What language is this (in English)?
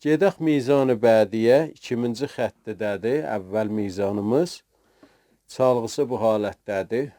South Azerbaijani